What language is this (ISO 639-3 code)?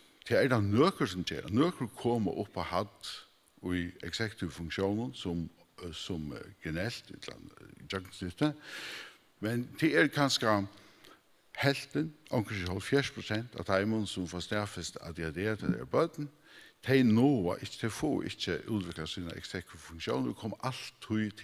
fao